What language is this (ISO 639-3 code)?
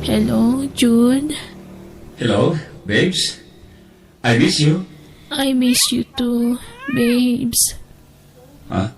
ilo